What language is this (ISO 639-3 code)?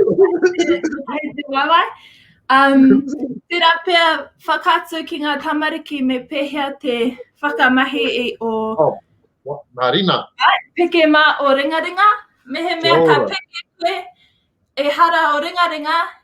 mri